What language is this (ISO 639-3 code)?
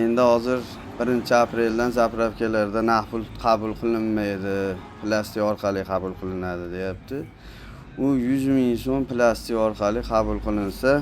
uzb